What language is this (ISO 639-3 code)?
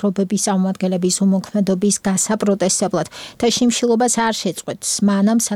kat